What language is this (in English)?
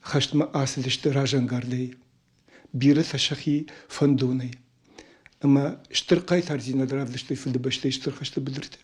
Ossetic